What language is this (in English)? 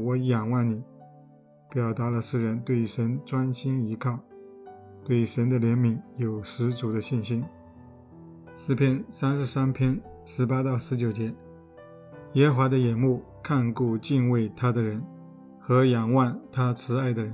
Chinese